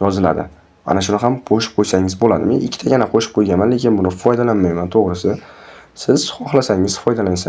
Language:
Uzbek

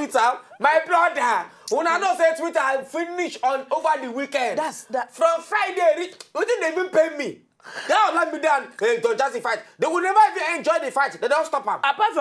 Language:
Nigerian Pidgin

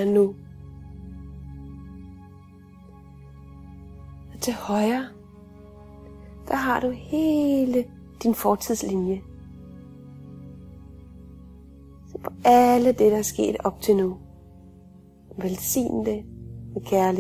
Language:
Danish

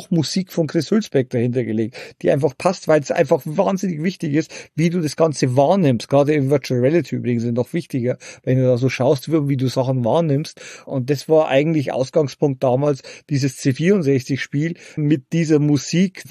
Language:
German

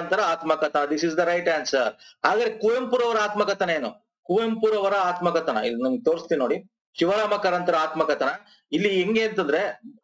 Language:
Kannada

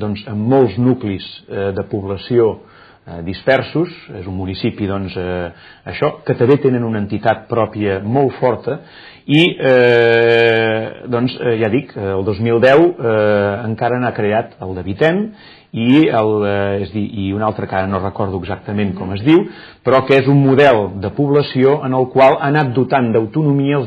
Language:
Catalan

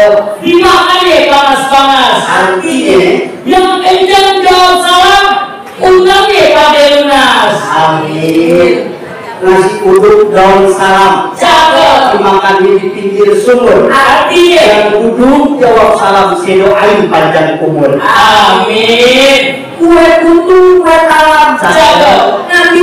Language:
Betawi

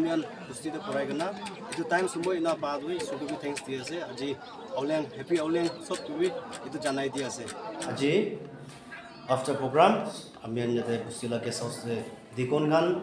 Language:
Naga Pidgin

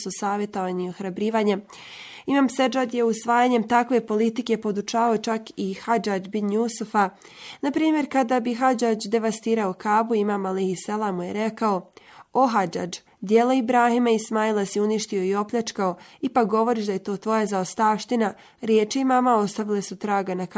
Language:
Bosnian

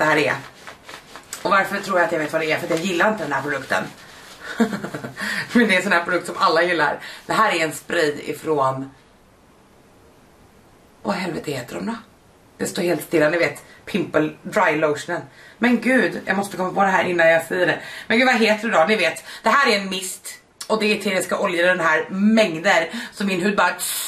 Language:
Swedish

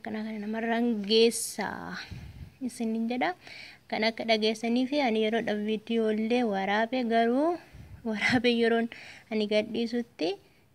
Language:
Oromo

